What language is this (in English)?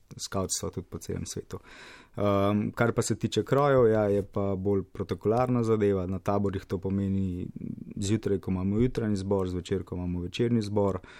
Slovenian